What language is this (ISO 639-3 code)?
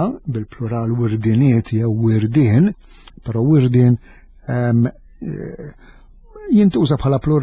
mlt